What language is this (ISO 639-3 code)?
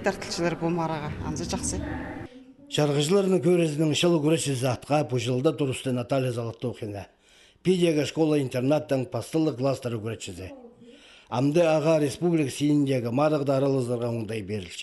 kjh